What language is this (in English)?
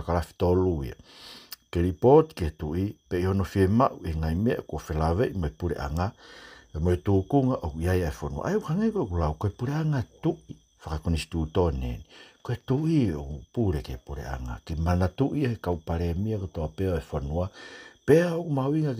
Tongan